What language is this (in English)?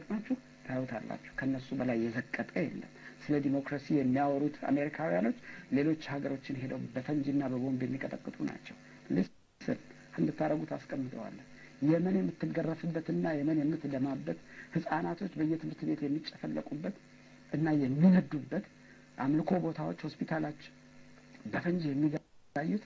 Amharic